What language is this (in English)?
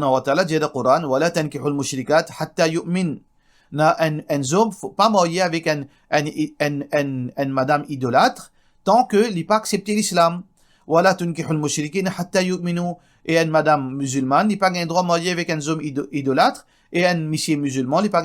Morisyen